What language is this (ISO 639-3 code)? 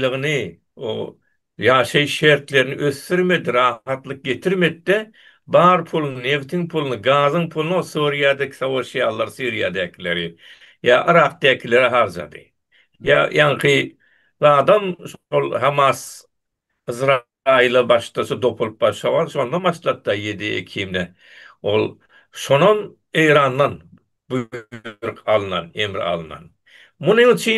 tuk